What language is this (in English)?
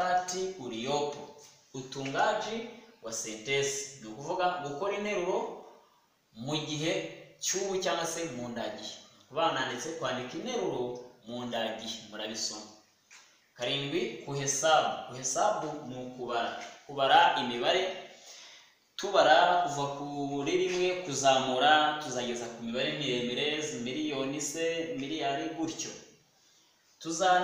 Kinyarwanda